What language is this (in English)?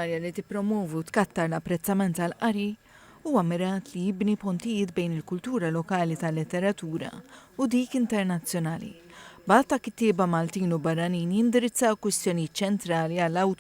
Maltese